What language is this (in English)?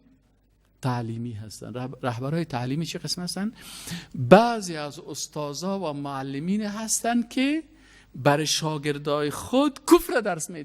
Persian